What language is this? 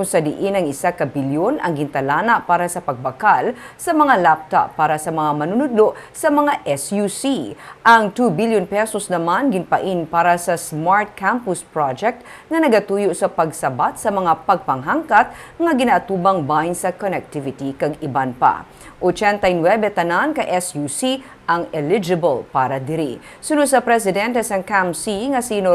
Hiligaynon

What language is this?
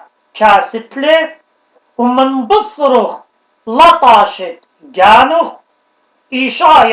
Assyrian Neo-Aramaic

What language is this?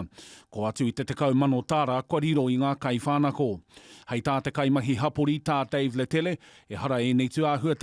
Māori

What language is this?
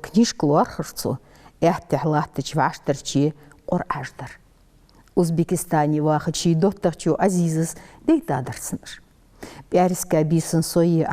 Ingush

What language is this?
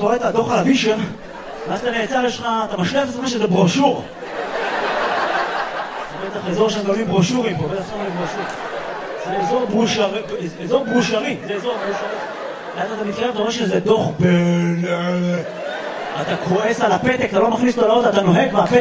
Hebrew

